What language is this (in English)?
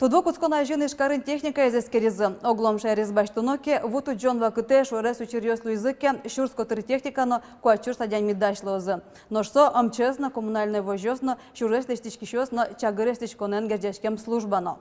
Udmurt